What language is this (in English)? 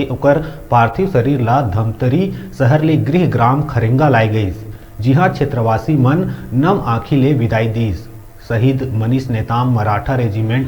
Chhattisgarhi